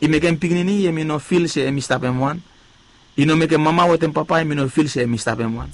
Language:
Bislama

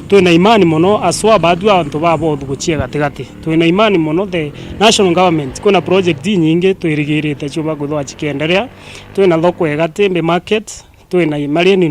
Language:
Meru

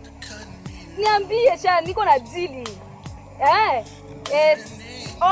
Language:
Rundi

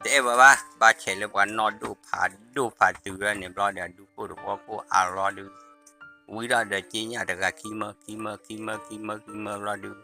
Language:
S'gaw Karen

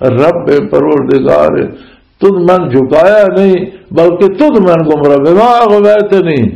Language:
Western Panjabi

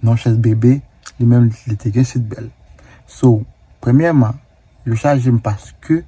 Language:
Haitian Creole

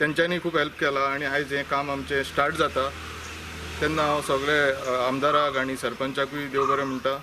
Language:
Konkani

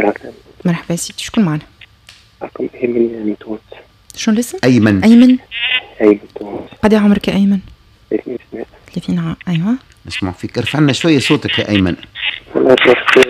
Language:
Tunisian Arabic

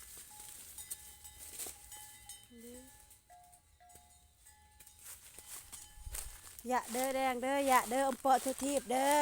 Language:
Lao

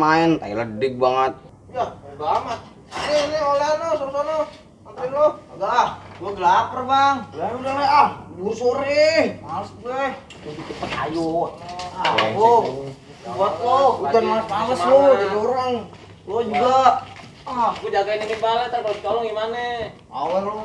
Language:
Betawi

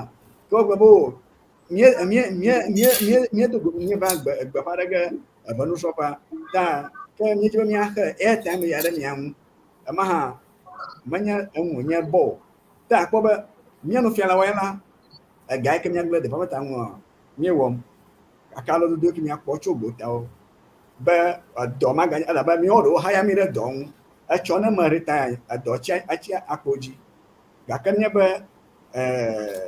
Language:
Ewe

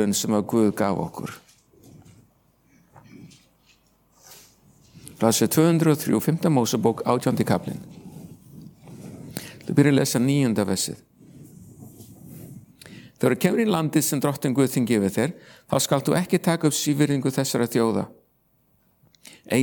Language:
Icelandic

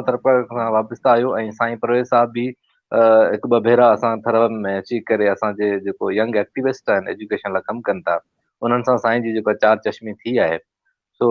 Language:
Sindhi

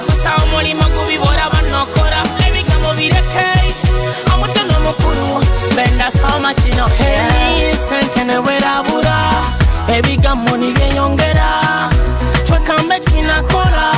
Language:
Nyoro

